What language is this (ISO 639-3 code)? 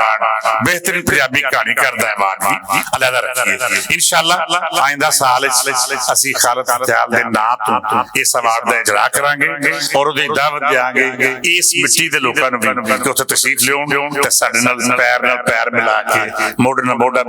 lah